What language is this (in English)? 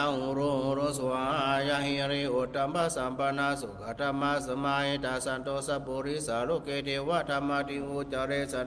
Pali